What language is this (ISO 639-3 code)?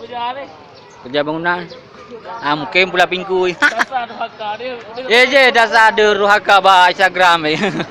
ace